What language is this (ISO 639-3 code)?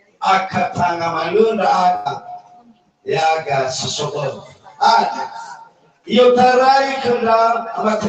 nia